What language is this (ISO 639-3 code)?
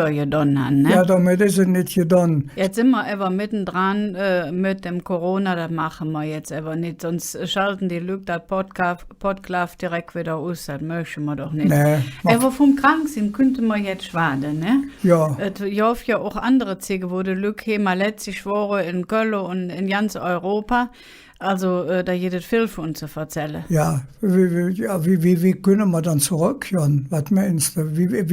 ksh